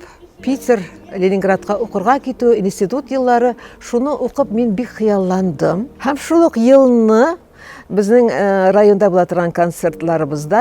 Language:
Tatar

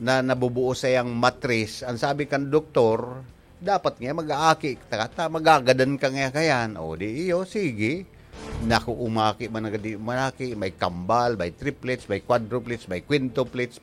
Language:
Bikol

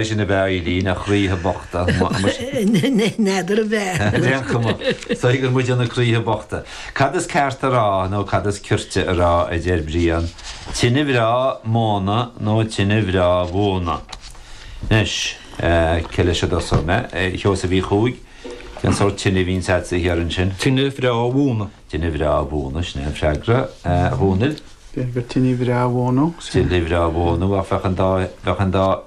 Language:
Irish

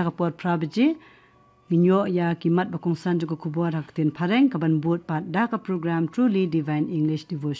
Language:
Khasi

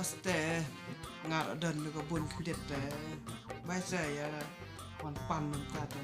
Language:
Khasi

